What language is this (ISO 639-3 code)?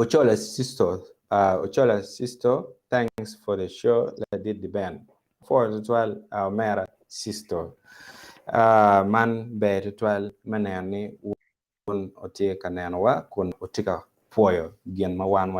ach